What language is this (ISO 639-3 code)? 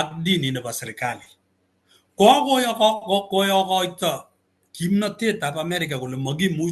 kln